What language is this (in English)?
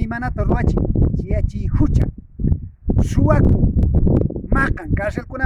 Quechua